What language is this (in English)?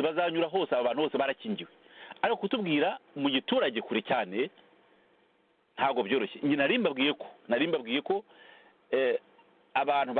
Kinyarwanda